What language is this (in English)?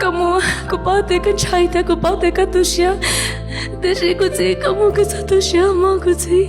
Hmong